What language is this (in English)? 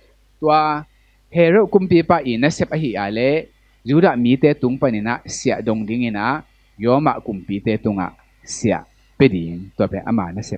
Tedim Chin